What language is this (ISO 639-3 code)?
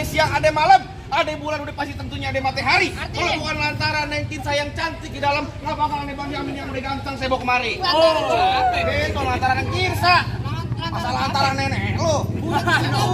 bew